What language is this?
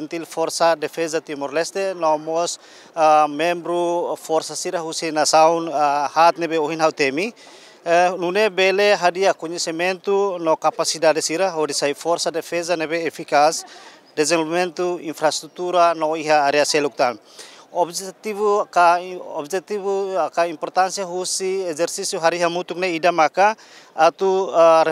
Tetum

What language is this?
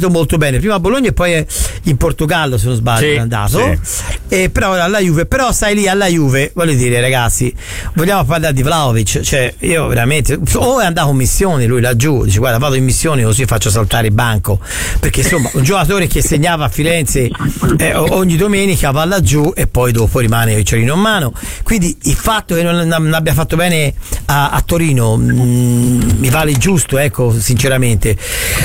Italian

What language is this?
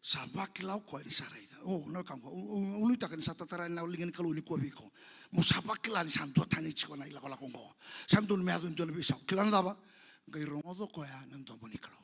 Fijian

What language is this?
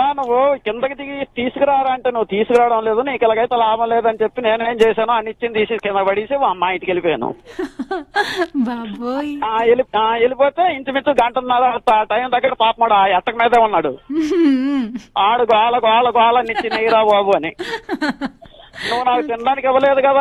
Telugu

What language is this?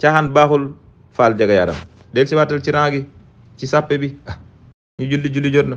Wolof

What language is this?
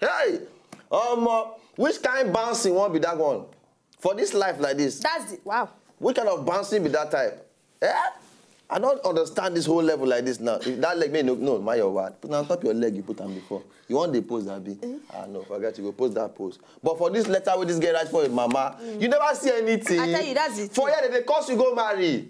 Nigerian Pidgin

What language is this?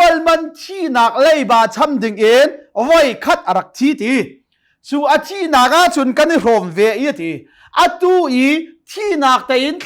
Hakha Chin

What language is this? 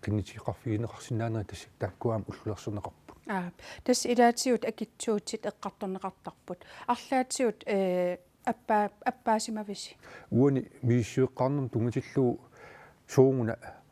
Kalaallisut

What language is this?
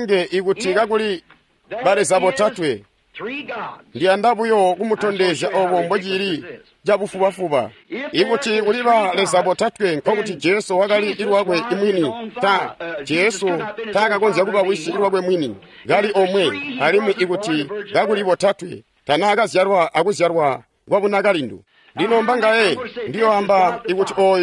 Tonga (Zambia)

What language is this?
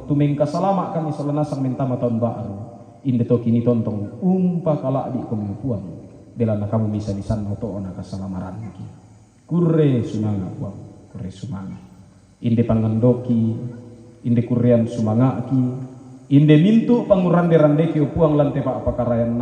Toraja-Sa'dan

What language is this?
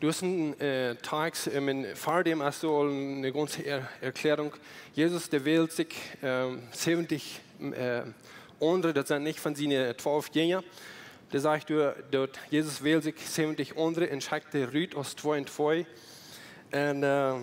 Plautdietsch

